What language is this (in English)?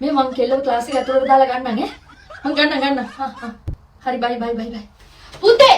Sinhala